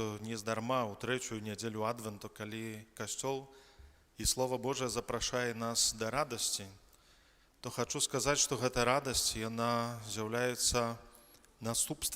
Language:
Belarusian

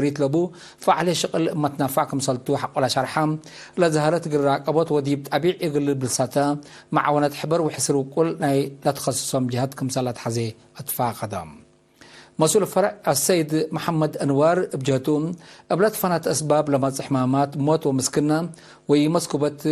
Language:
Tigre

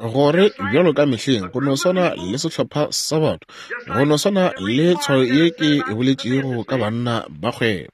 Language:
Northern Sotho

